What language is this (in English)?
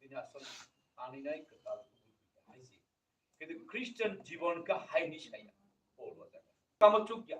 Kok Borok